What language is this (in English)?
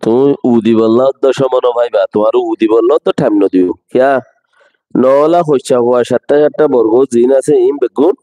Rohingya